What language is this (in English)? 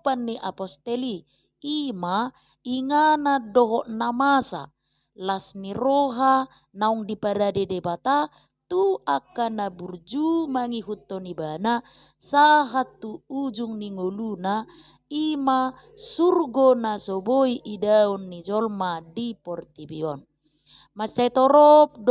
Batak Toba